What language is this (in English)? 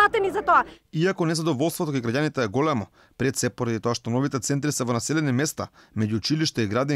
Macedonian